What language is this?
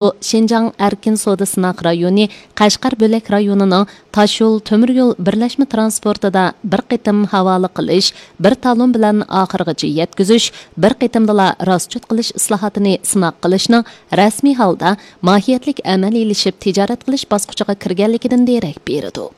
Uyghur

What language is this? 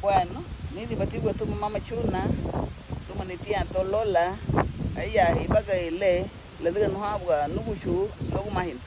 Garifuna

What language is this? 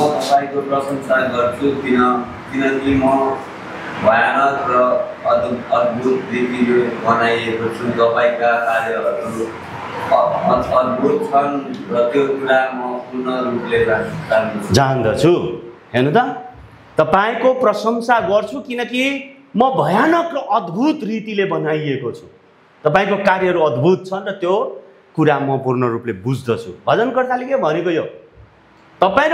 Nepali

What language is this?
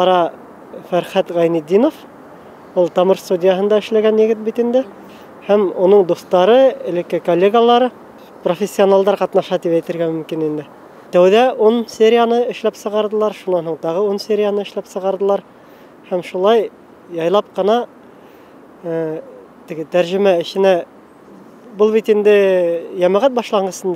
Bashkir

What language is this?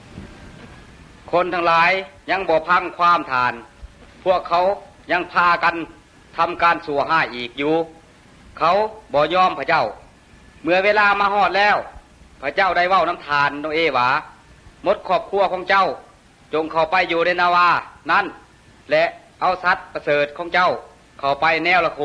Lao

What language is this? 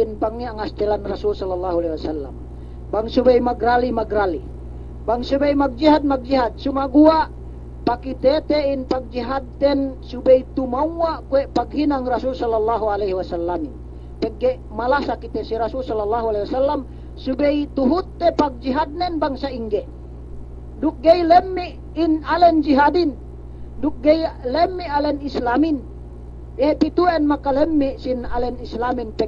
Yakan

